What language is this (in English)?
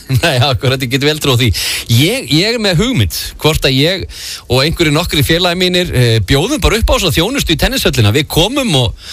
Icelandic